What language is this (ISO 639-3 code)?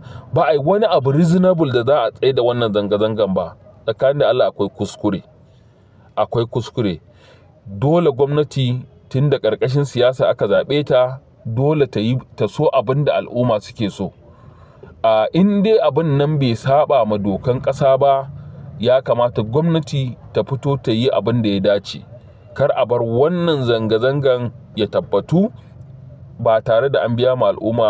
hau